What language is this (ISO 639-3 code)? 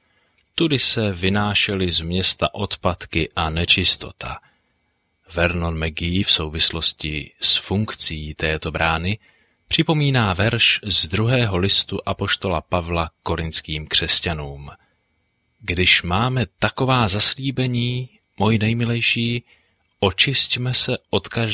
ces